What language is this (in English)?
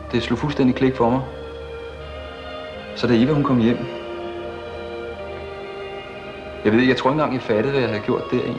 Danish